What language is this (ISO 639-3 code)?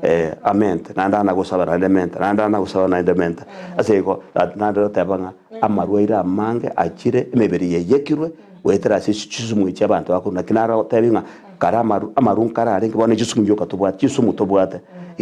guz